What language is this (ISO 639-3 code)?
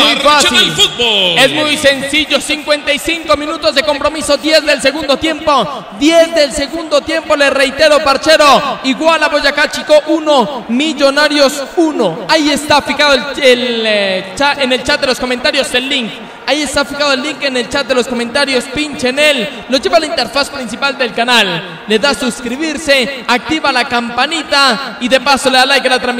spa